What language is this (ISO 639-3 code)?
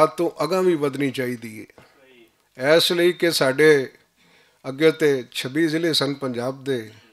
lah